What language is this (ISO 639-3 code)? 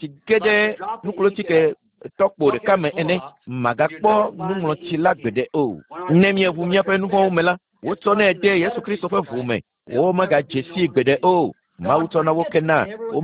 ewe